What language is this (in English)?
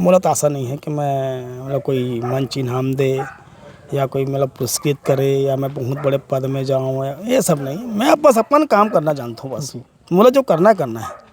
Chhattisgarhi